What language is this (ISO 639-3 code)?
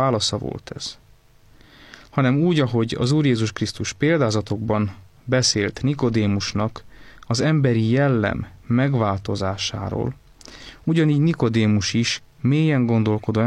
hun